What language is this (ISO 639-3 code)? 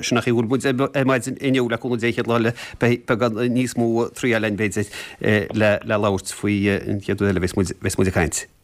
gle